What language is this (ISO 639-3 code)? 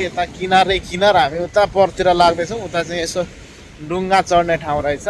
nep